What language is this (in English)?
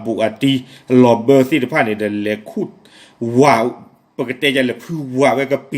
S'gaw Karen